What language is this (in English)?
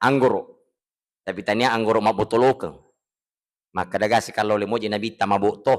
Buginese